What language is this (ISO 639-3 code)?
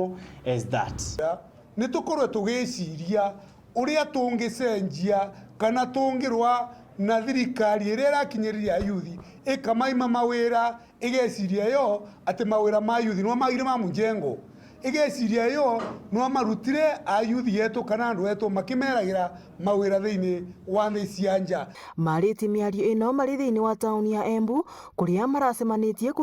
mer